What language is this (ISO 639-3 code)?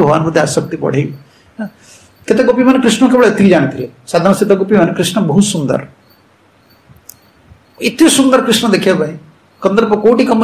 ori